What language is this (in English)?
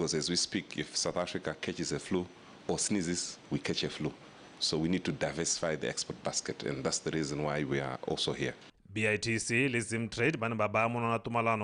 Tswana